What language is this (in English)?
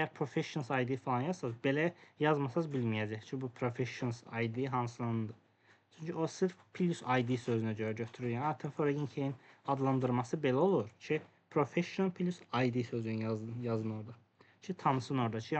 Azerbaijani